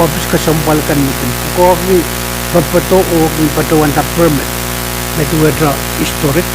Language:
Pohnpeian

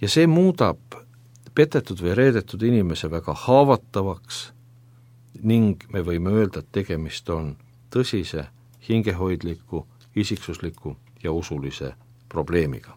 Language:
Estonian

